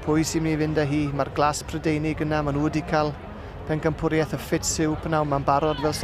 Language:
Welsh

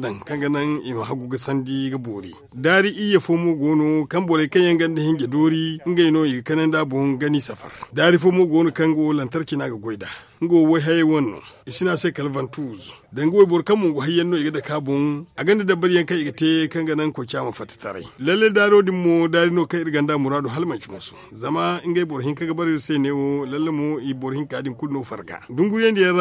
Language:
Zarma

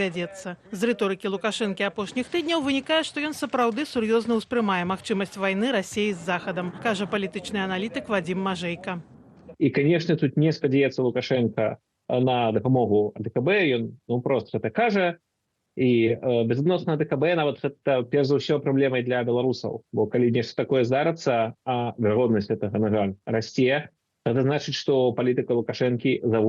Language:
Belarusian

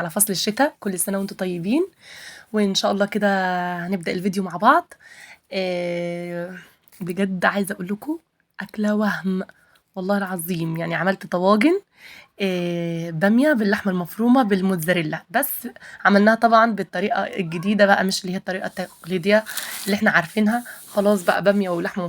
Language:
Egyptian Arabic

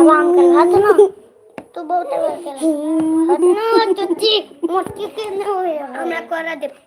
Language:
Maithili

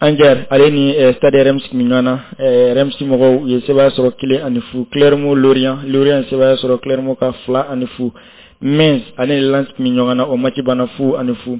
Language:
Bambara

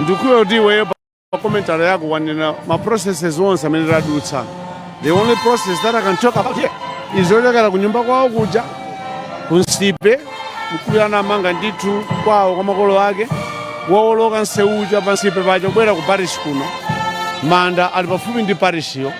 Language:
Nyanja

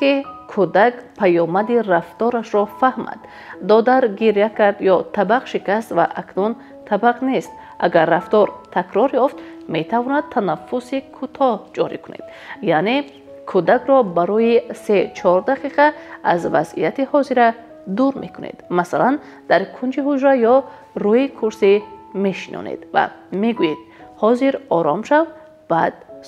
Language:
Tajik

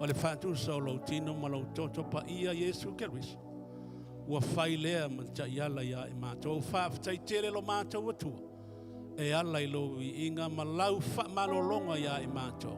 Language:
Samoan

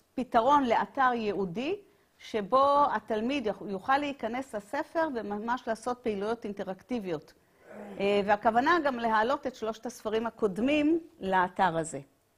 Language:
Hebrew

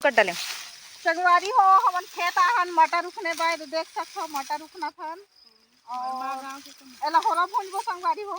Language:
Chhattisgarhi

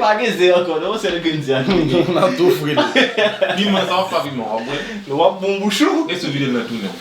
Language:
Haitian Creole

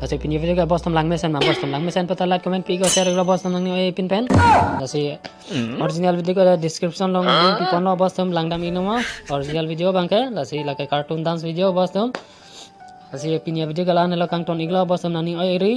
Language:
Karbi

